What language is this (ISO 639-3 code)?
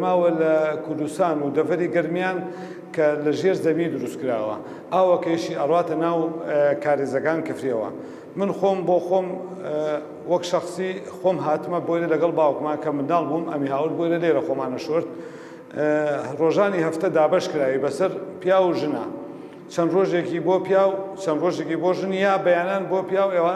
ckb